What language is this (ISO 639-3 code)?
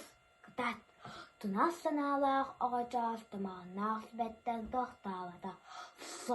sah